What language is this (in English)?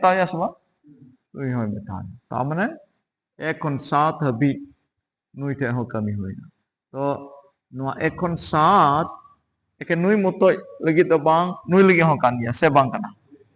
Santali